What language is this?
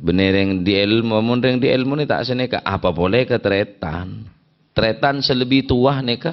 Madurese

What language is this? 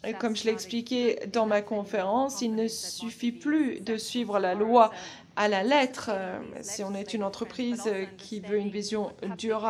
French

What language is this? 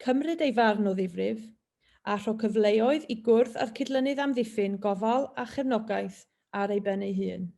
Welsh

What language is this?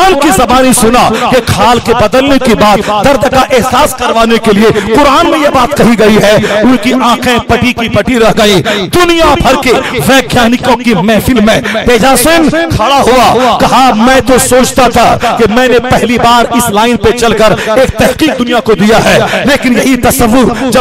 Hindi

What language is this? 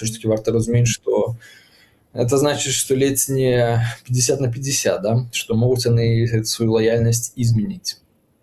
Belarusian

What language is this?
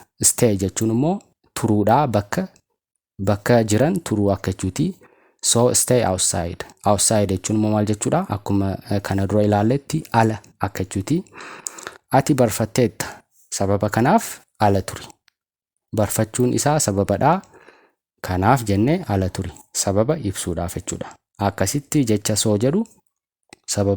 Oromo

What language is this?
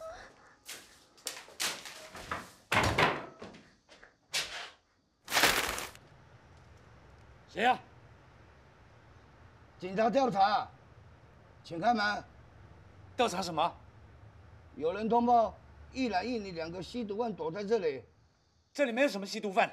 Chinese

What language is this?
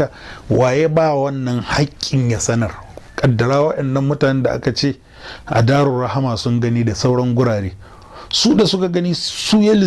Hausa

